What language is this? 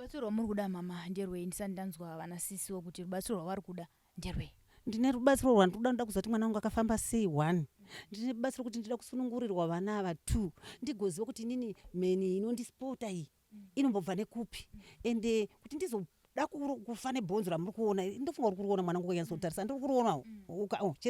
Shona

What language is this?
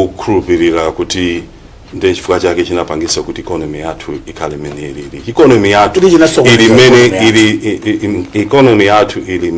Nyanja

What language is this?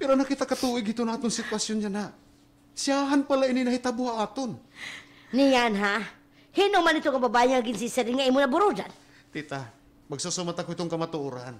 Waray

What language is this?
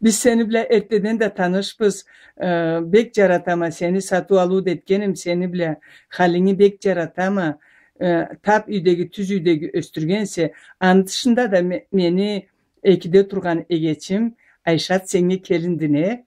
Karachay-Balkar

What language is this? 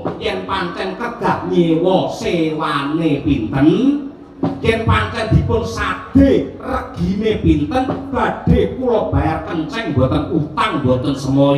Javanese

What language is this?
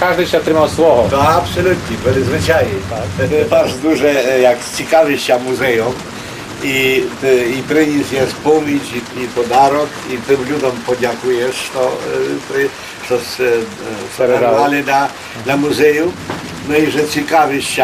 Rusyn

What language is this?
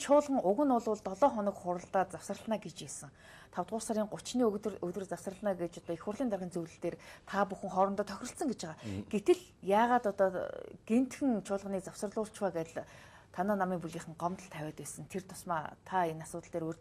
Mongolian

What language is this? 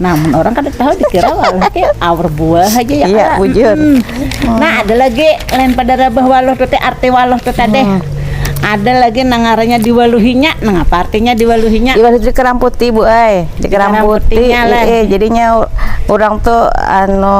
Banjar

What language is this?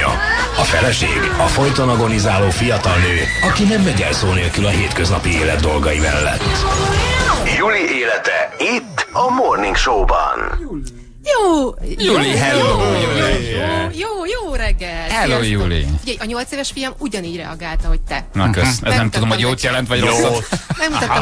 Hungarian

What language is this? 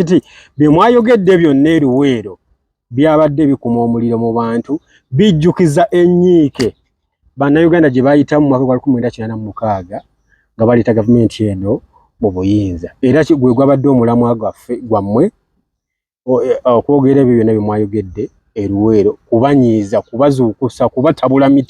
Ganda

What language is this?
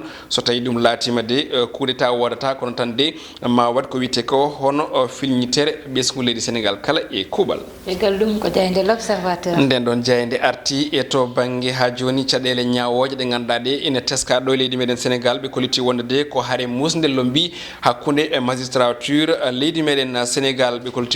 Fula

